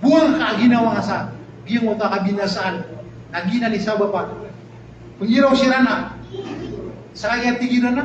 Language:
Maranao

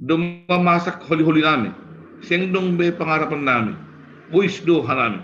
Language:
Batak Simalungun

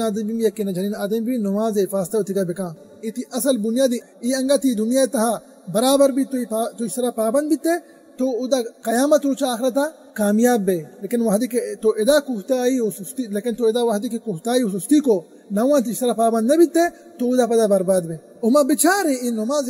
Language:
Baluchi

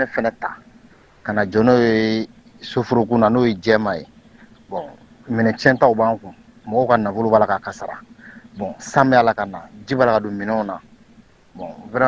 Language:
Bambara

